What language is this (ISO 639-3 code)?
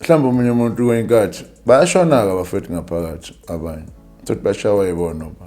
zul